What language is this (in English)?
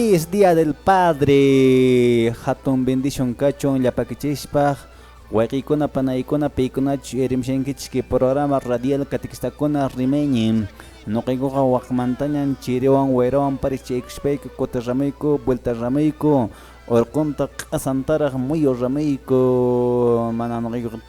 Quechua